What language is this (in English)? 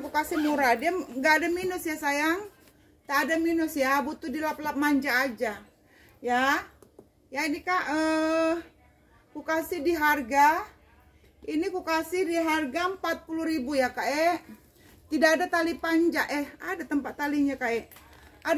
Indonesian